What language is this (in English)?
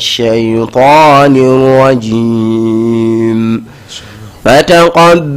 Fula